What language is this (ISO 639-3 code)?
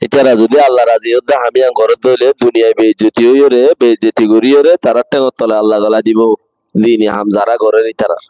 rhg